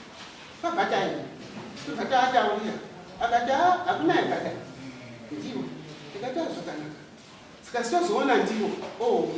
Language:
Shona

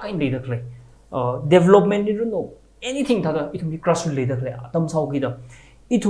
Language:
Tangkhul Naga (India)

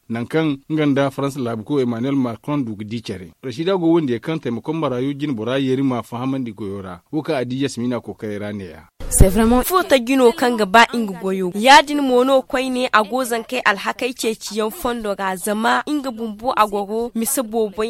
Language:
Zarma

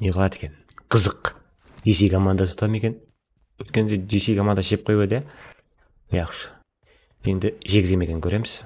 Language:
Kara-Kalpak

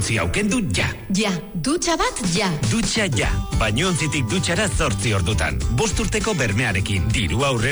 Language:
Basque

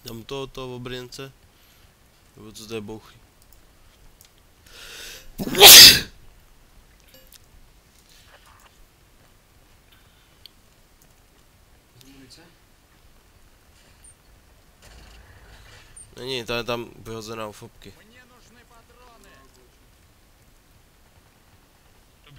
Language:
Czech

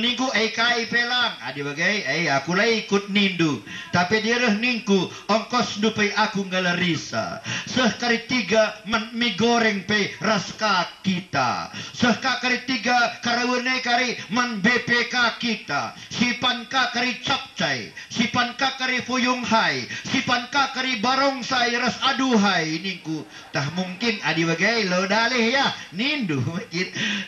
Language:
Batak Karo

